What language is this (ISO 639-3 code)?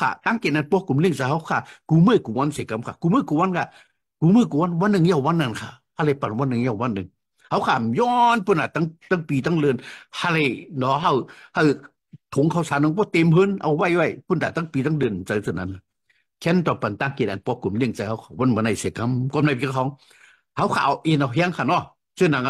shn